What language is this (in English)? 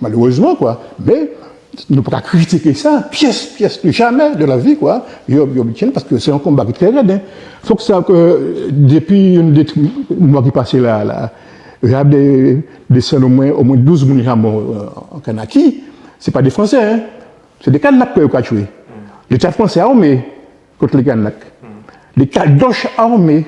Guadeloupean Creole French